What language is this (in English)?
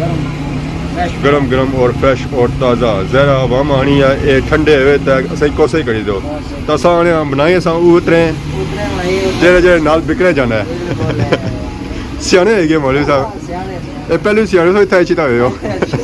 Pahari-Potwari